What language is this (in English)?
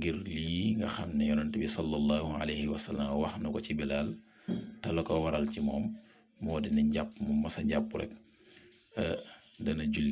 Wolof